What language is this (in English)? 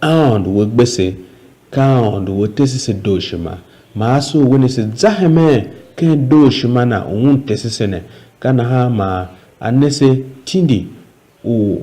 Tiv